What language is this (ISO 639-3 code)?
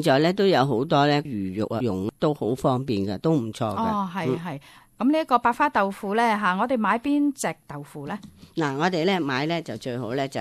yue